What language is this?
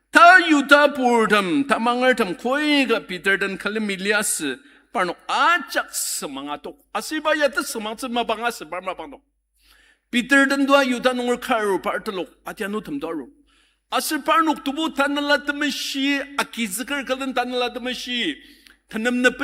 Ao Naga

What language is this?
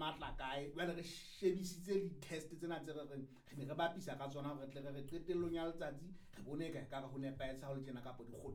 Southern Sotho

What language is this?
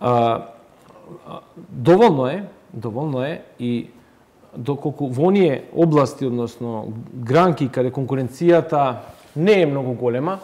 Macedonian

